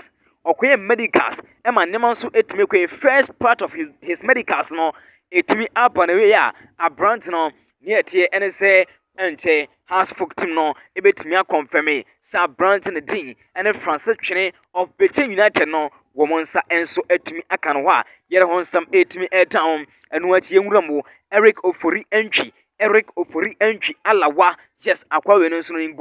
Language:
Akan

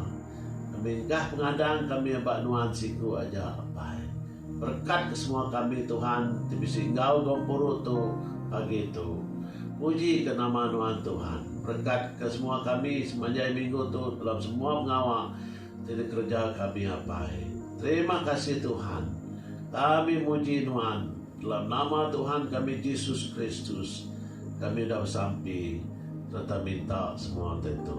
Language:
Iban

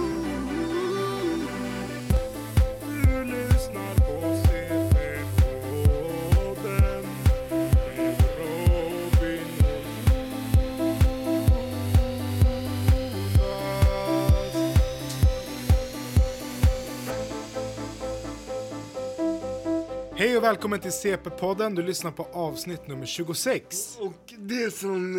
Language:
Swedish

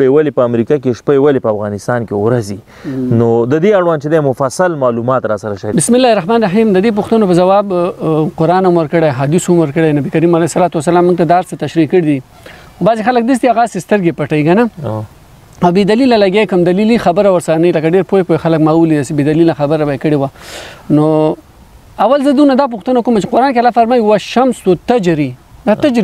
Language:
Pashto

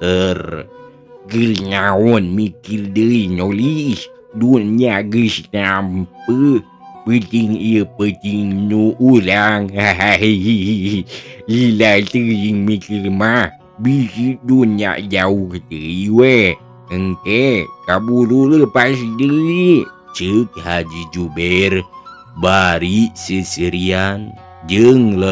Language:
Sundanese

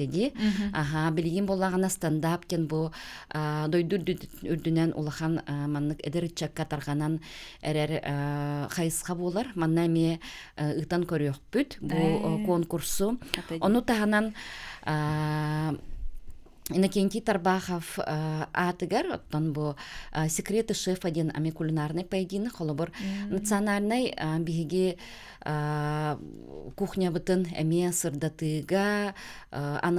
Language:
Yakut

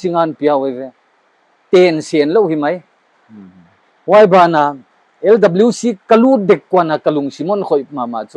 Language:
Paite Chin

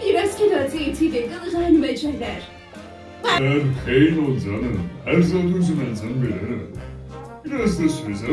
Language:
South Azerbaijani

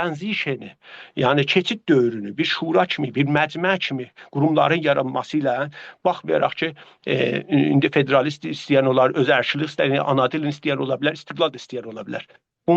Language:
South Azerbaijani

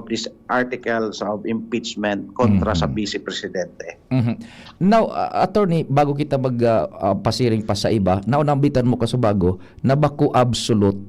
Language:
Bikol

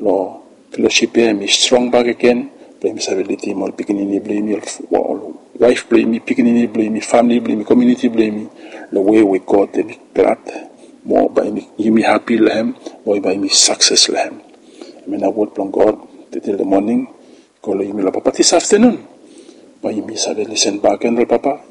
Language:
Bislama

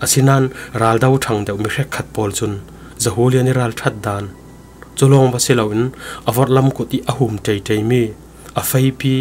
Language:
Falam Chin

